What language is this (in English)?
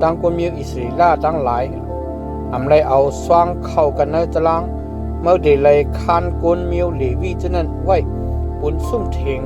Shan